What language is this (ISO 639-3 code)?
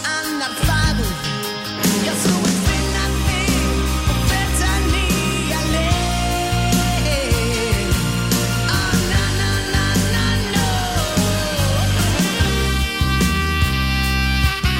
isl